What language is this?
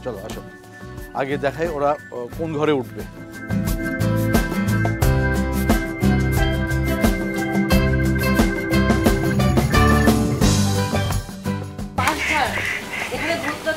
Bangla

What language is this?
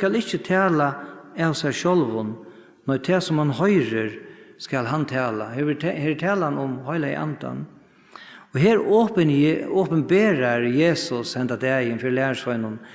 Faroese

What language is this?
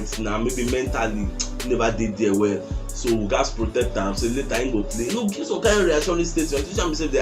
Nigerian Pidgin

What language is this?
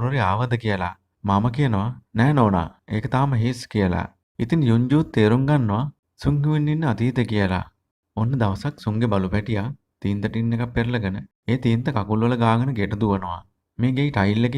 Sinhala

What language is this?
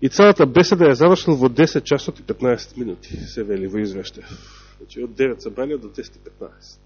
Macedonian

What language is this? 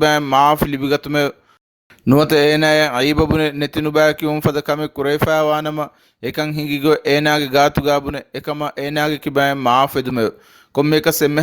Divehi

